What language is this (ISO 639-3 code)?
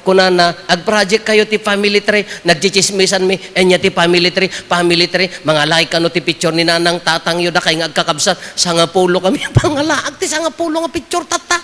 ilo